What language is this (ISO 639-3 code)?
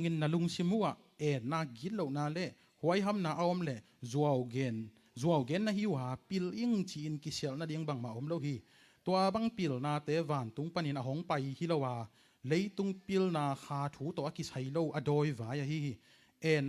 ctd